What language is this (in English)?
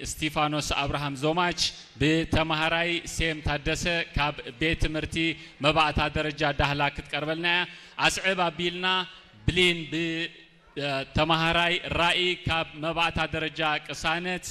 Tigrinya